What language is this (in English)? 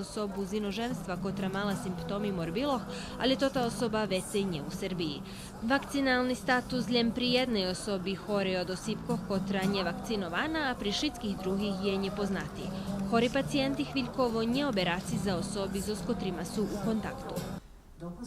Rusyn